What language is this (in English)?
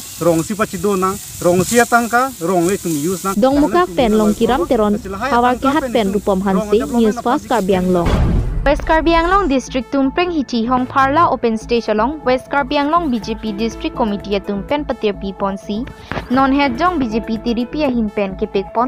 Karbi